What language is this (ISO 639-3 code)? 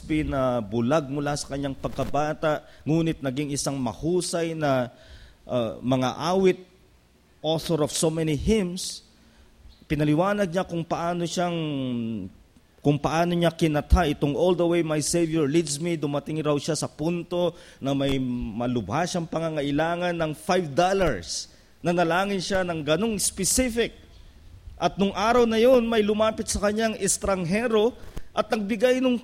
fil